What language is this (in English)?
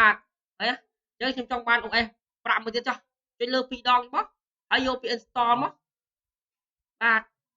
Khmer